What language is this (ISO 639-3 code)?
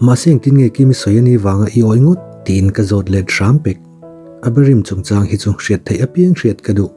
lus